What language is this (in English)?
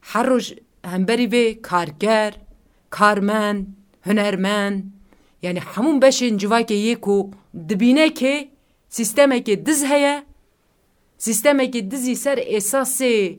Kurdish